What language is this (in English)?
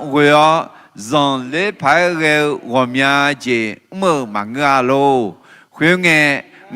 Akha